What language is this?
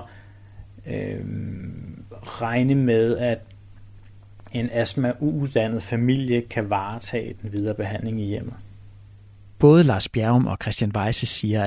Danish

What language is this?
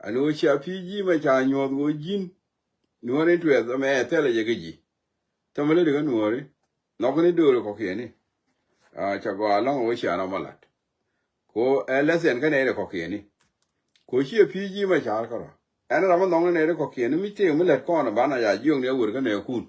Nuer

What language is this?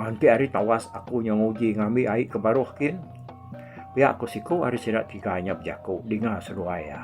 Iban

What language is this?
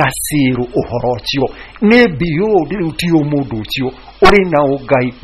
Kikuyu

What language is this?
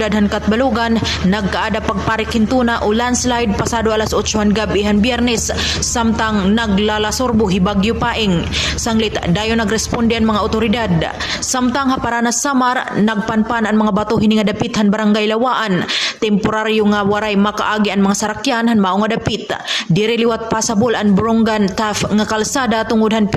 Waray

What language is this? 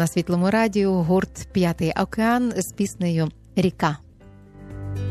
Ukrainian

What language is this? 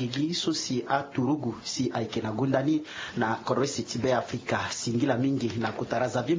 Sango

